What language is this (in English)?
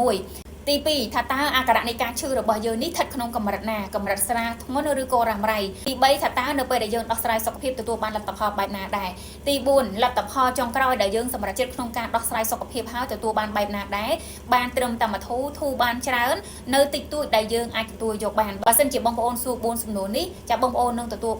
Khmer